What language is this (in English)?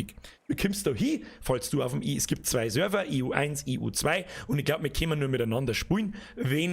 Bavarian